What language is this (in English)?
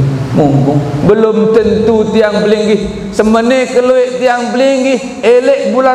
Sasak